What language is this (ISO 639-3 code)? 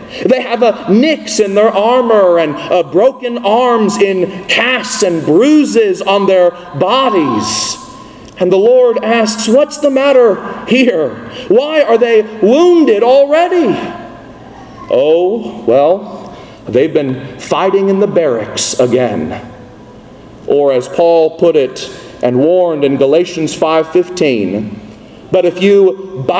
eng